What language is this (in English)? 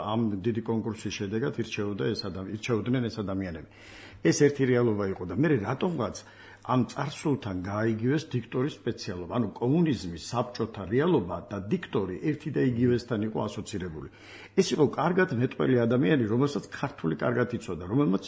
Georgian